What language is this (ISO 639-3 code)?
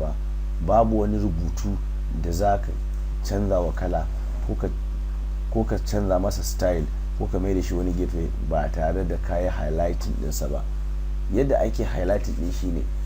hau